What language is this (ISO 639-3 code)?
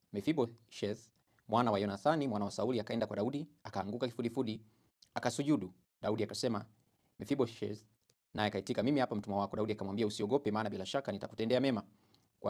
swa